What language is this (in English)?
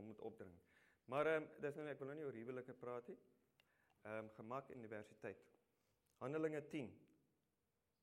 Afrikaans